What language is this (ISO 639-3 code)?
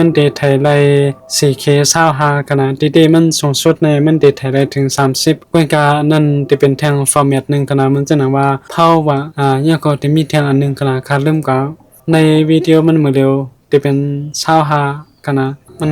shn